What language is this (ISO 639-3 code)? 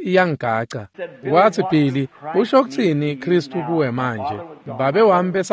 ssw